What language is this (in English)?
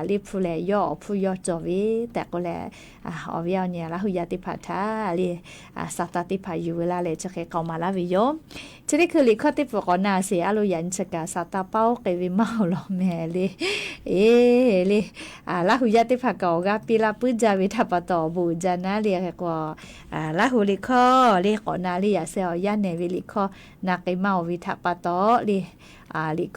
Lahu